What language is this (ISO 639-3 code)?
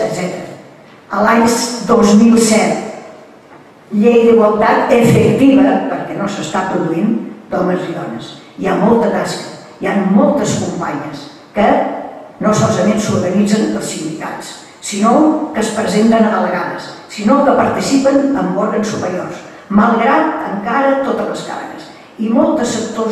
cat